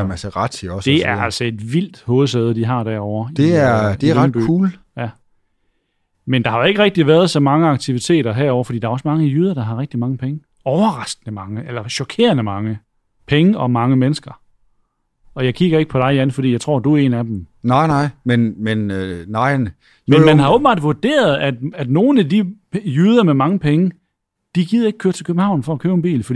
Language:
Danish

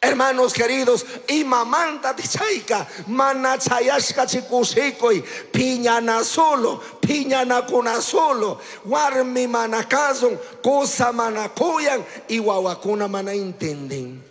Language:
Chimborazo Highland Quichua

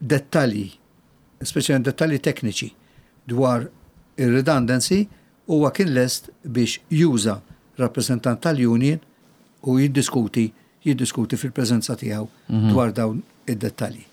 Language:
Maltese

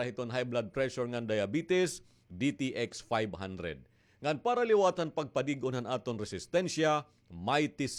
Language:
Waray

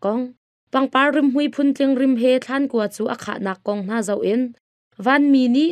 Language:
Hakha Chin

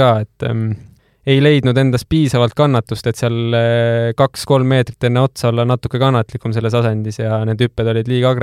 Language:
Estonian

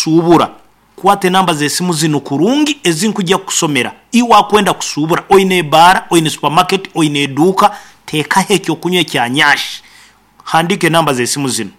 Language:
Nyankole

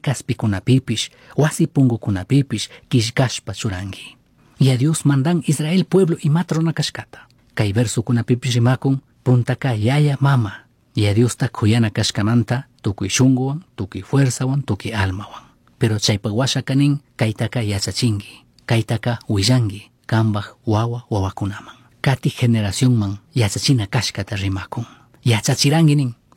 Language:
Chimborazo Highland Quichua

